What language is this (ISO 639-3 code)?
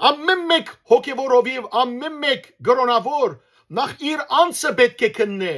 hyw